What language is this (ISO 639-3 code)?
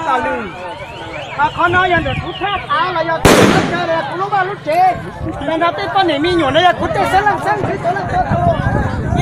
hmn